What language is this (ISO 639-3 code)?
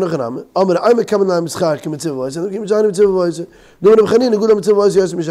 yid